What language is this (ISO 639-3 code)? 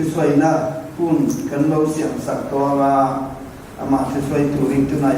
lus